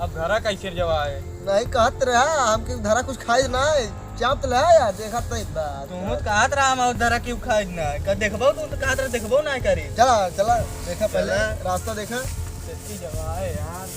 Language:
Awadhi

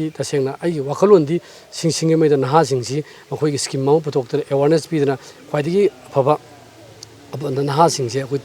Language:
Manipuri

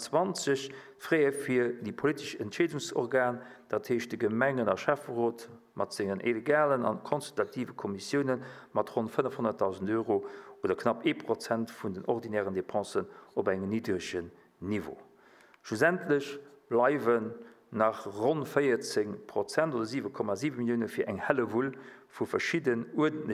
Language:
Luxembourgish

